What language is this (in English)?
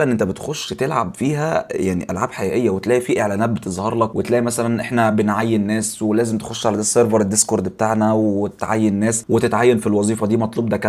Egyptian Arabic